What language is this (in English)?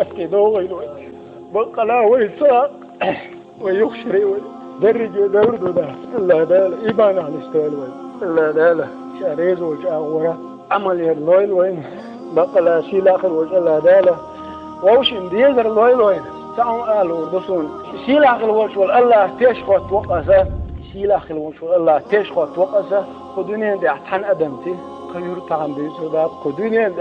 Chechen